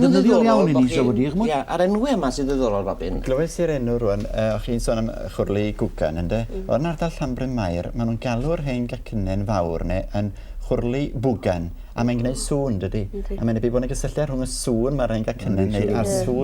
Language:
Welsh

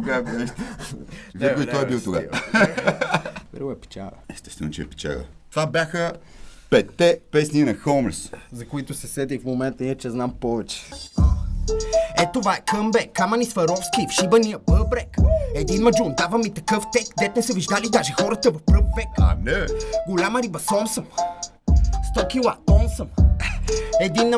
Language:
Bulgarian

